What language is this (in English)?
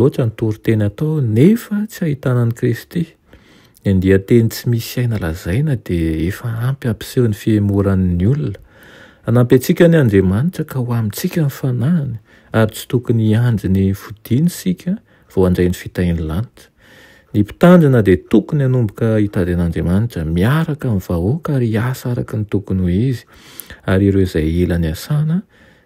Malagasy